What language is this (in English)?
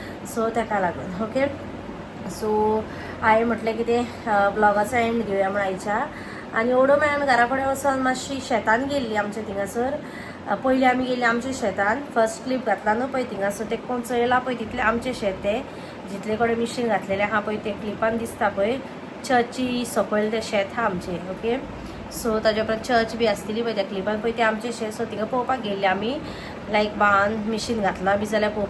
Konkani